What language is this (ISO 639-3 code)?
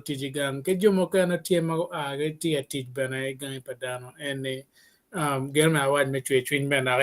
ach